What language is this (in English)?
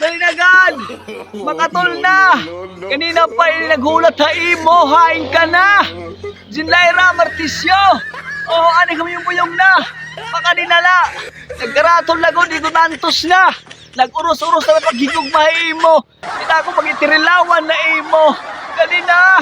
Waray